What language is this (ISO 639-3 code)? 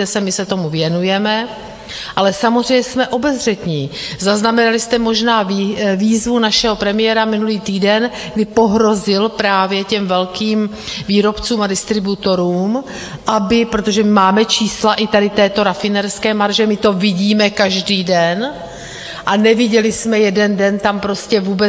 ces